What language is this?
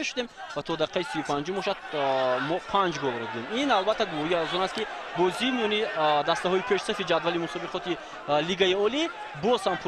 Tajik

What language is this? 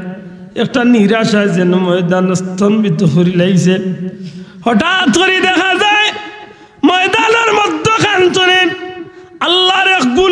Sylheti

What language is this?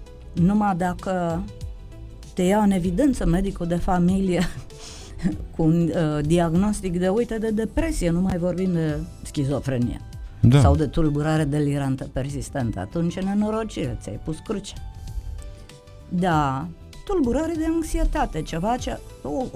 Romanian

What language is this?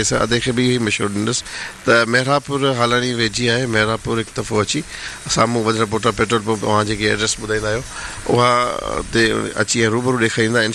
Sindhi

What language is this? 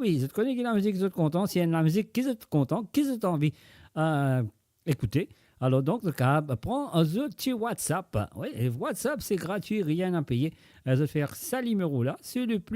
Morisyen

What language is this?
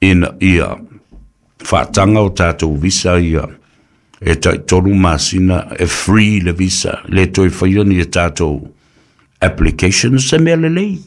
Samoan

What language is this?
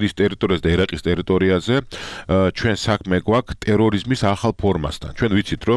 Georgian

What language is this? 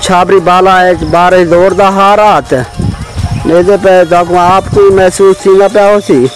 Saraiki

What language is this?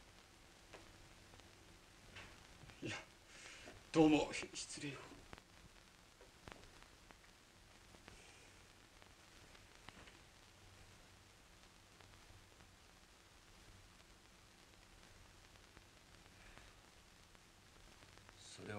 Japanese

